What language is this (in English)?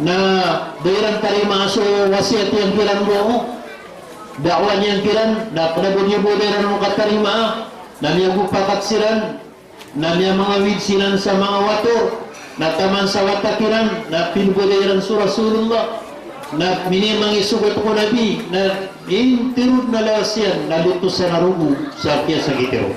Maranao